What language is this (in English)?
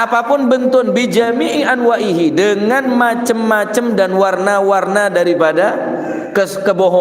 Madurese